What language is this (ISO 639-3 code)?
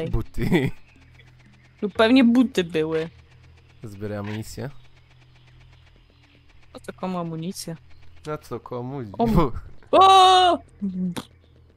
pol